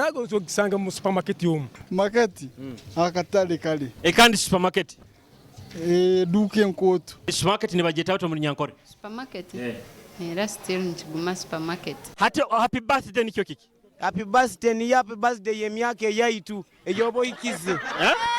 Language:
Nyoro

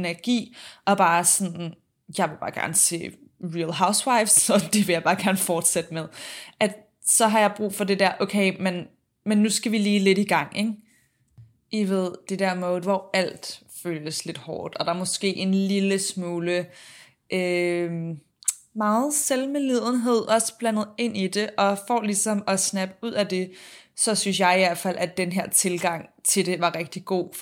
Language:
Danish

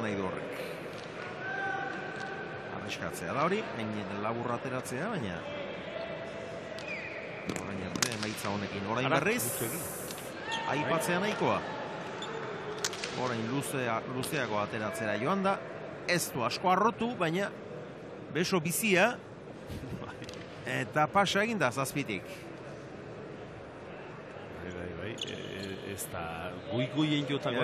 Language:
Basque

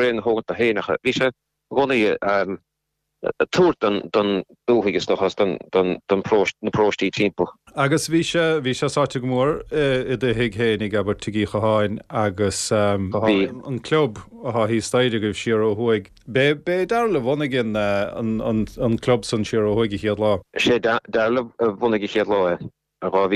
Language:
Irish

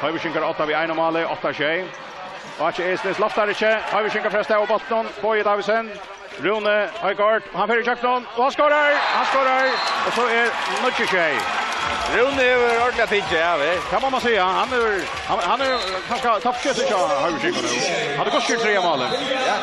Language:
Faroese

